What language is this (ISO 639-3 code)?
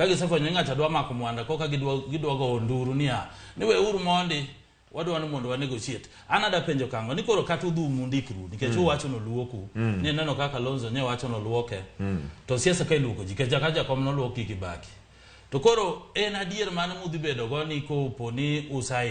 luo